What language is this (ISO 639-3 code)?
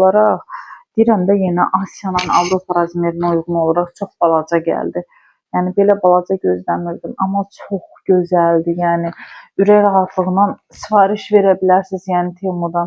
aze